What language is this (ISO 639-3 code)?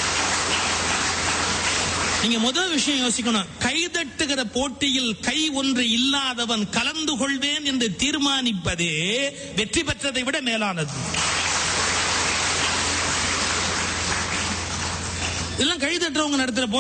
tam